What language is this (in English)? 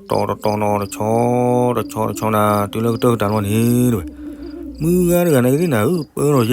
S'gaw Karen